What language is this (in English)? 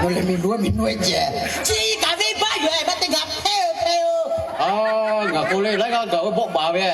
Lahu